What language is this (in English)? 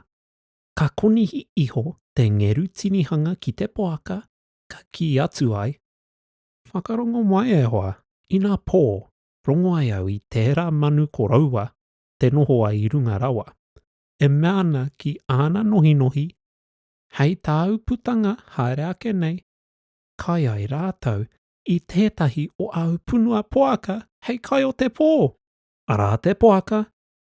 Māori